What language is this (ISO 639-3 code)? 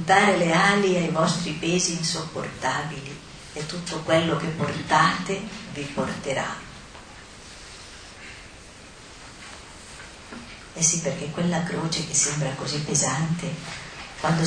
ita